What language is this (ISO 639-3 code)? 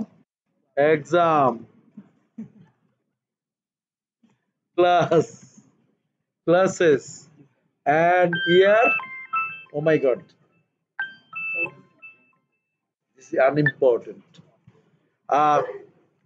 ben